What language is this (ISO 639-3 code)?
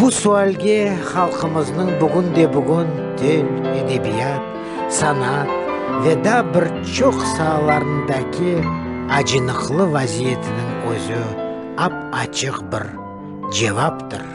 crh